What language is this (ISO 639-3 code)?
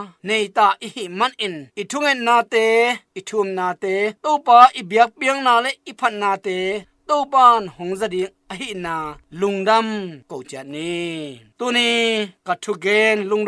ctd